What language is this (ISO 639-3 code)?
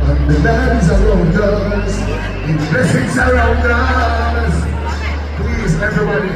jam